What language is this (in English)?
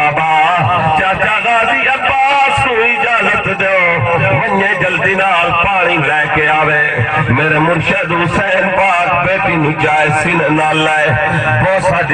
Saraiki